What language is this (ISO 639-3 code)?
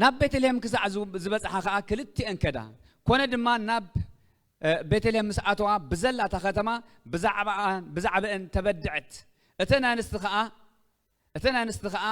tir